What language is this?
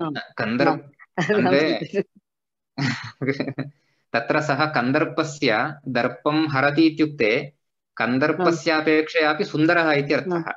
Sanskrit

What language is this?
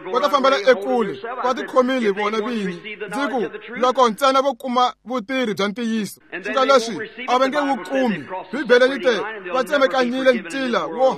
Tsonga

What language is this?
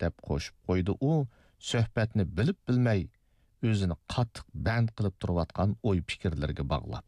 Uyghur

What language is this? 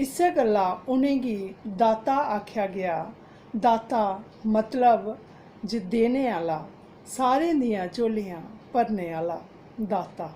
Dogri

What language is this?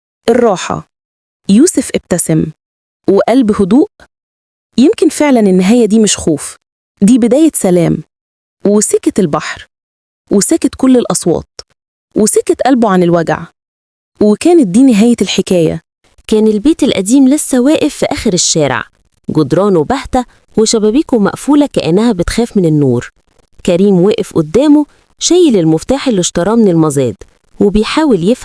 Egyptian Arabic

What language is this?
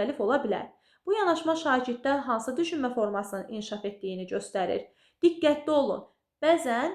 Azerbaijani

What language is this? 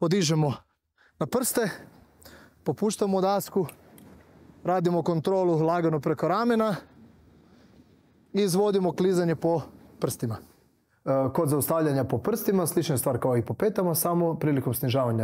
Croatian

